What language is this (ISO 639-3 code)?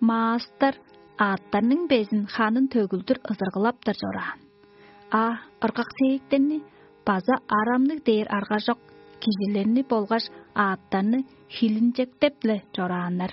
tyv